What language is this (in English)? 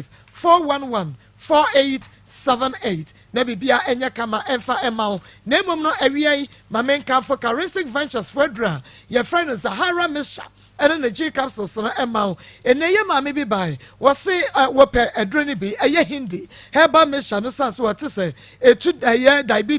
Akan